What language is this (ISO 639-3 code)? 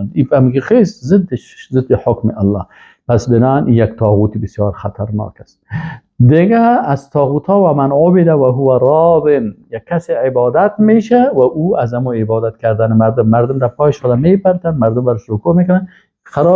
fas